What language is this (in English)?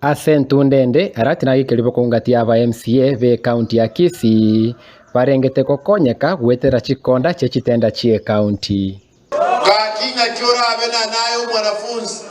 Gusii